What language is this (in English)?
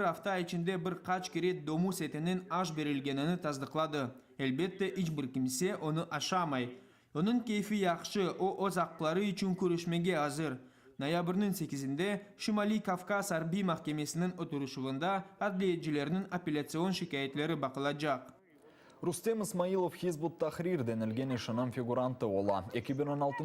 Crimean Tatar